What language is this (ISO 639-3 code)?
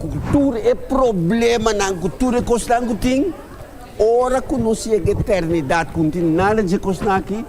pap